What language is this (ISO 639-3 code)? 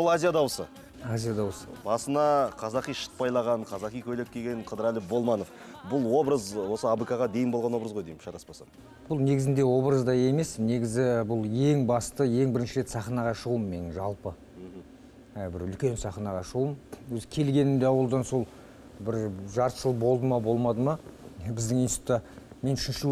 kaz